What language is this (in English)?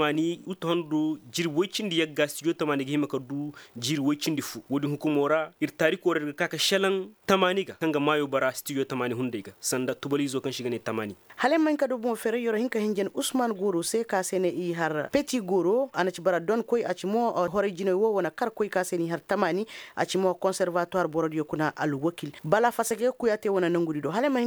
Koyraboro Senni